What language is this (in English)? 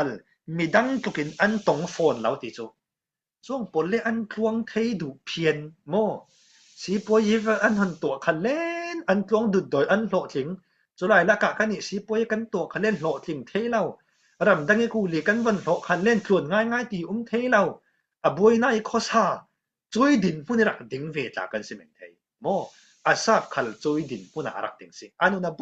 Falam Chin